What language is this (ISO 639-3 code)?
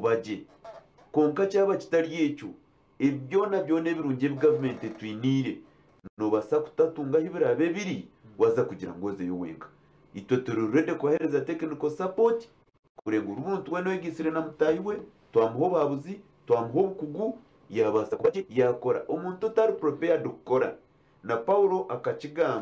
nyn